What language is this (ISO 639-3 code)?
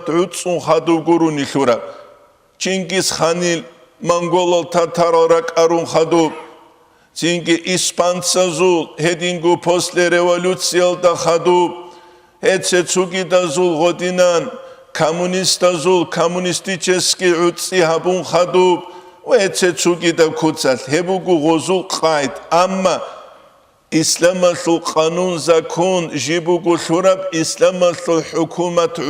ava